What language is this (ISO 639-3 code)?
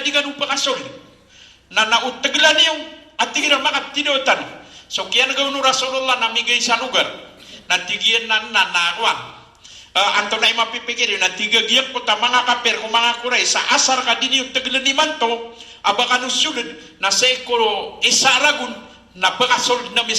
mrw